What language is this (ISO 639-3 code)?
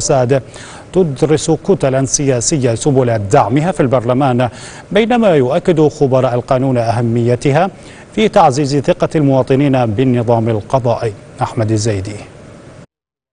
ara